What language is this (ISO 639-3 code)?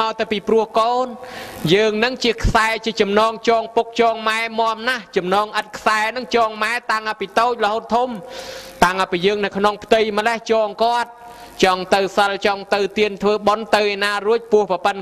khm